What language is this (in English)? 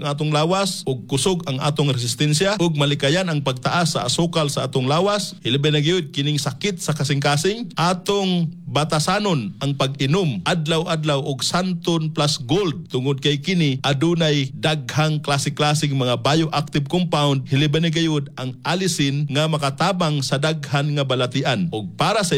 Cebuano